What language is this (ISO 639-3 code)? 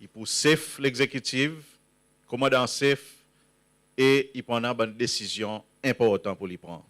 crs